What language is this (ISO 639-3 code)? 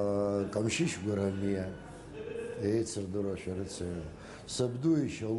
abk